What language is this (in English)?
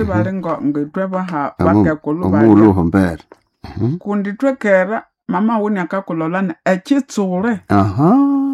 Nande